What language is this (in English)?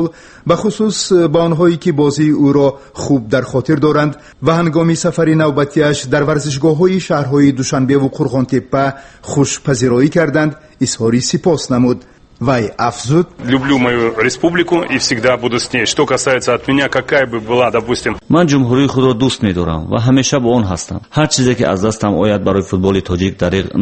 Tajik